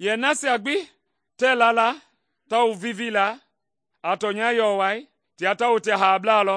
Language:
Mende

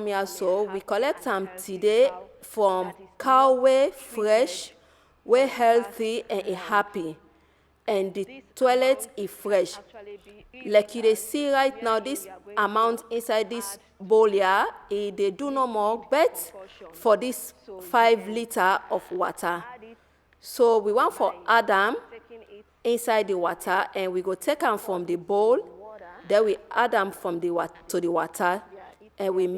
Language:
Nigerian Pidgin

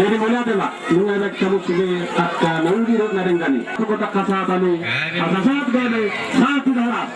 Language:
Batak Toba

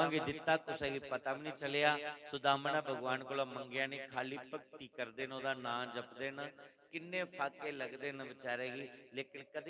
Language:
Dogri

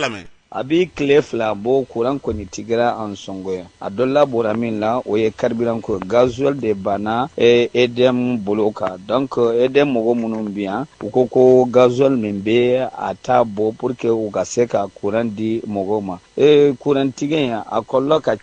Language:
Bambara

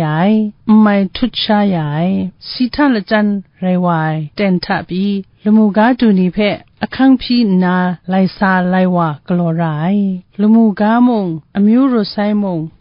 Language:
Kachin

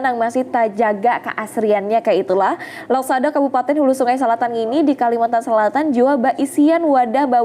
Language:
Banjar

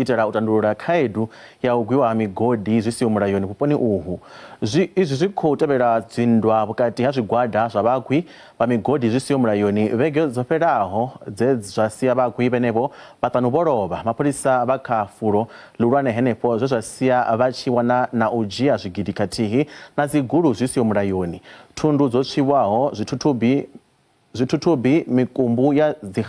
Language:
Venda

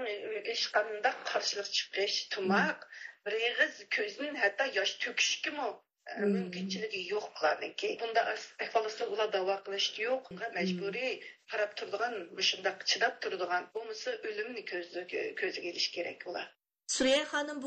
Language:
Uyghur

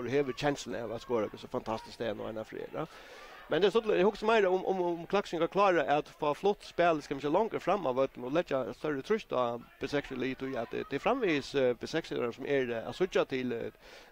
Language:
Faroese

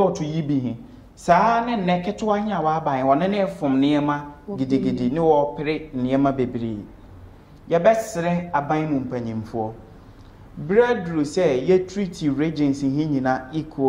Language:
Akan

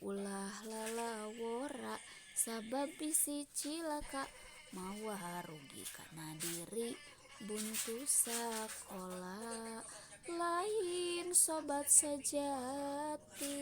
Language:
Sundanese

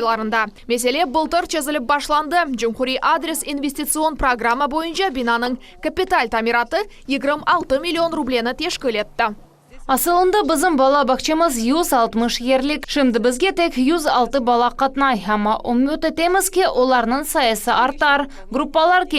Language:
Crimean Tatar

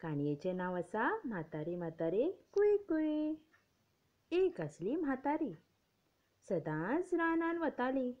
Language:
Konkani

